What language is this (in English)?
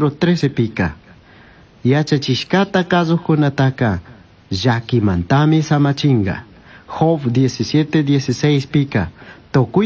Chimborazo Highland Quichua